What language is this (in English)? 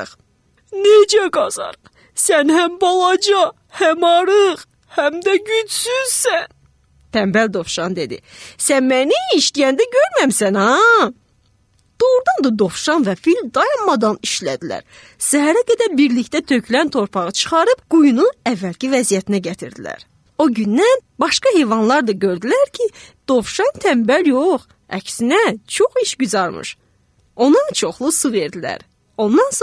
Azerbaijani